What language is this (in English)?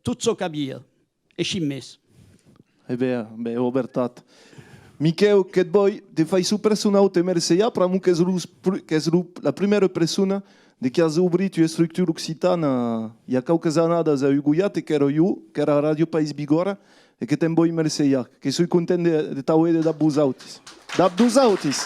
Occitan